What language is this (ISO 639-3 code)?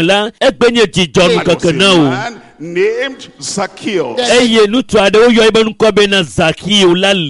ewe